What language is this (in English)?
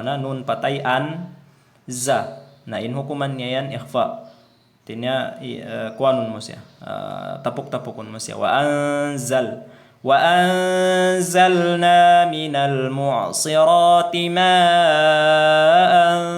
Tausug